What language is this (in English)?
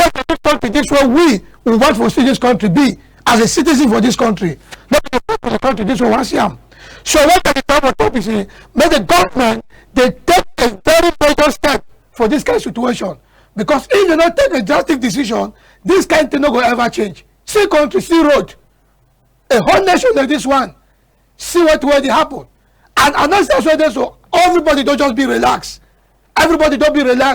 Cameroon Pidgin